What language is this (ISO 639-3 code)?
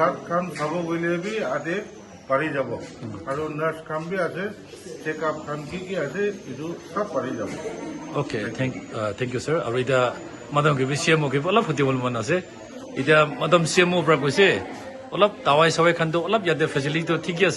nag